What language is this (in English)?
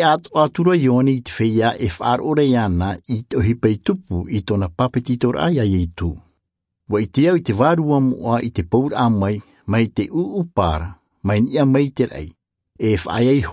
Tahitian